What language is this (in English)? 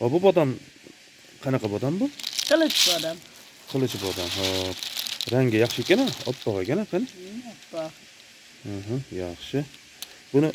Uzbek